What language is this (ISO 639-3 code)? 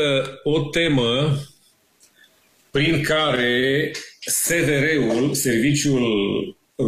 ron